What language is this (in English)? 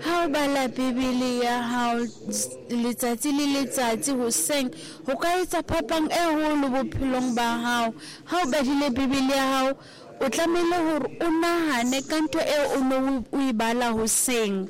Southern Sotho